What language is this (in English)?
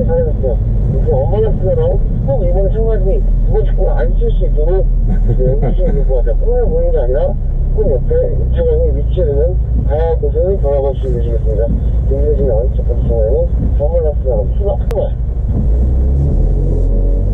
Korean